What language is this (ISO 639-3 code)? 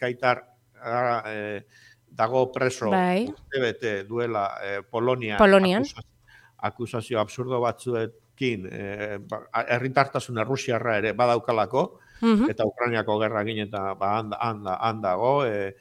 eus